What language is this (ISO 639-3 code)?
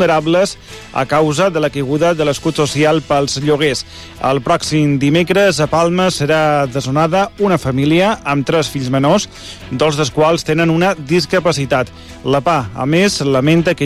cat